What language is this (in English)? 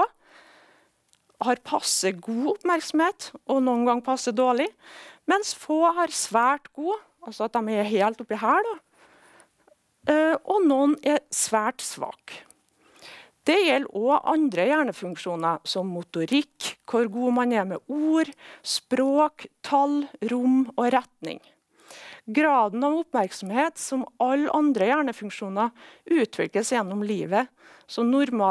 Norwegian